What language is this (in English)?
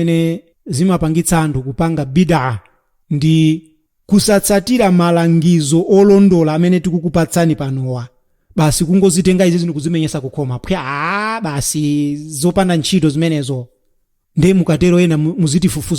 Nyanja